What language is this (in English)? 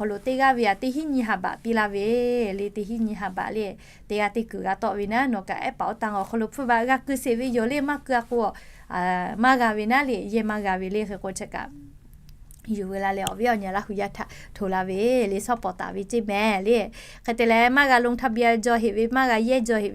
Lahu